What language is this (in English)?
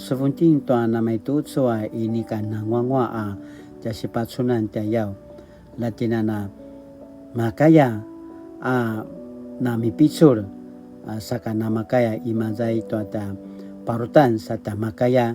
Paiwan